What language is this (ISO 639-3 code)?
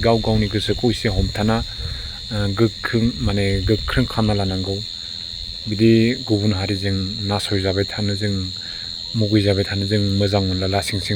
brx